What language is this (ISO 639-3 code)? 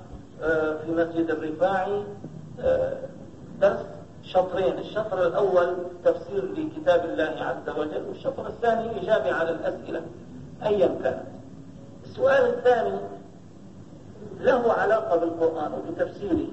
ara